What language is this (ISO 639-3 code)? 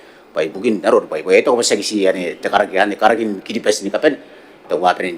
gil